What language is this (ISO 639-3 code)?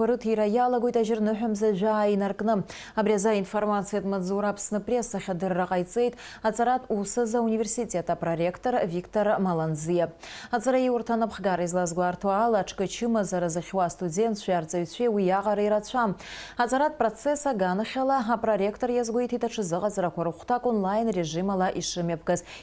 abk